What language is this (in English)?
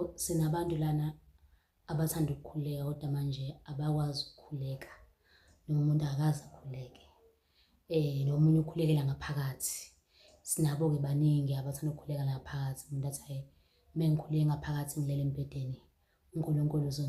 Zulu